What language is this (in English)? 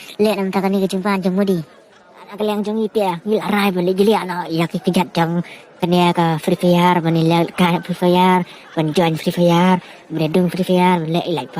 Khasi